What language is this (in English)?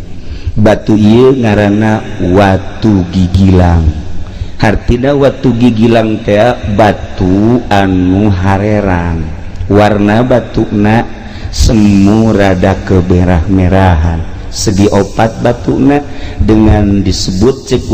Sundanese